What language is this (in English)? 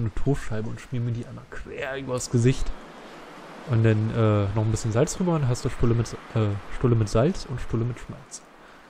German